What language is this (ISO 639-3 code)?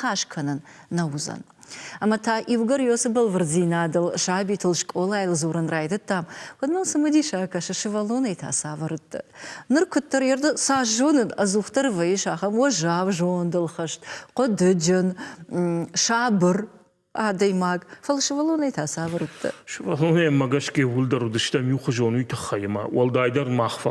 oss